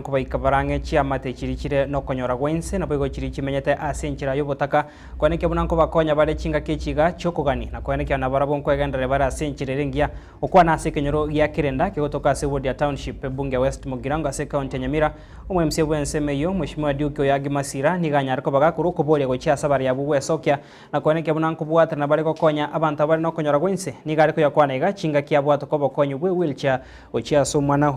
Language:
Gusii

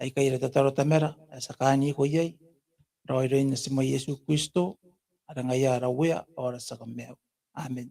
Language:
Gilbertese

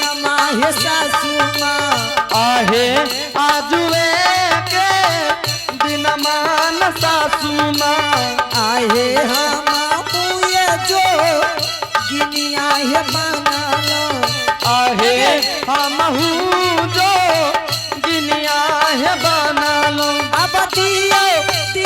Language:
Angika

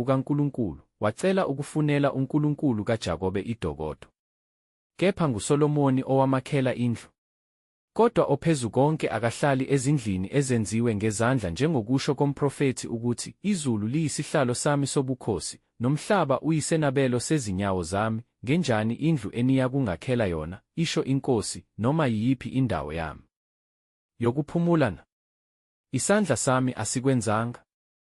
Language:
Zulu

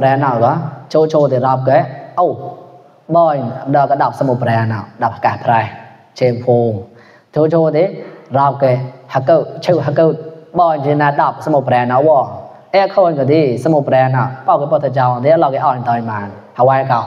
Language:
Mon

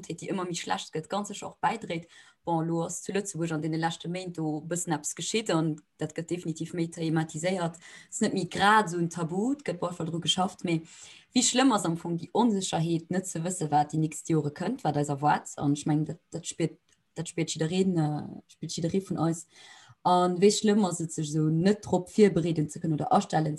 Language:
Luxembourgish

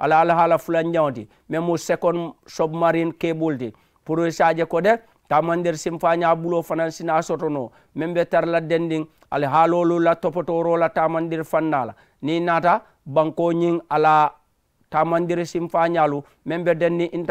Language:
Mandingo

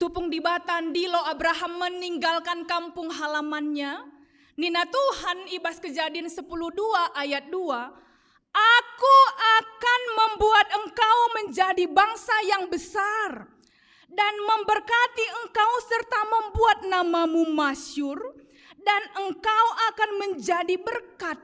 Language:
Batak Karo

